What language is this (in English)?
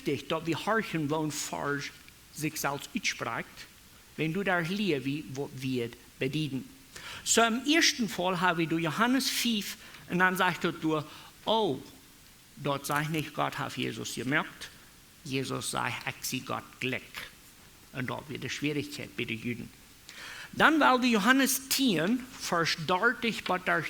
Plautdietsch